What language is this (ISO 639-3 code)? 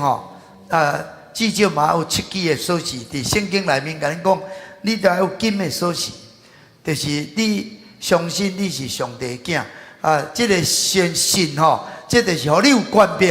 nan